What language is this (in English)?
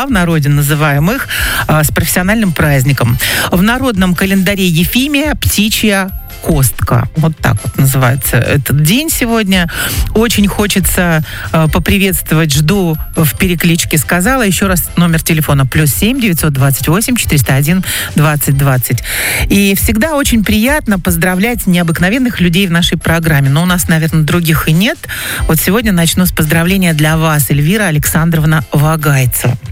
Russian